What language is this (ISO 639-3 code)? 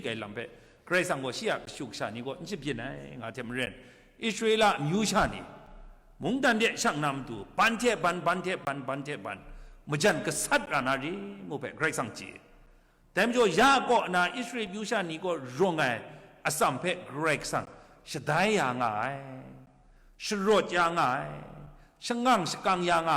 kac